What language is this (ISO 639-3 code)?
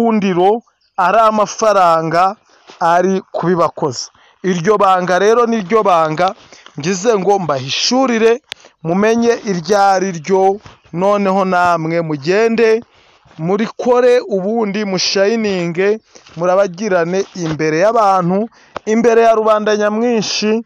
kin